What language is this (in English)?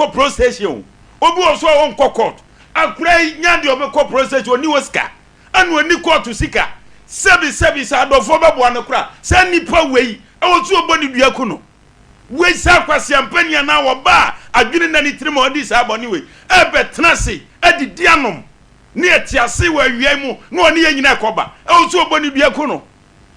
Akan